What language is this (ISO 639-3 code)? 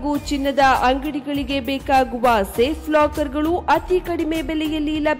kan